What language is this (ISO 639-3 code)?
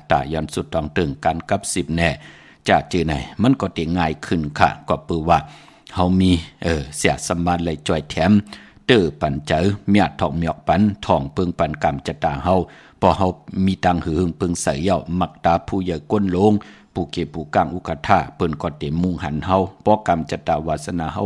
shn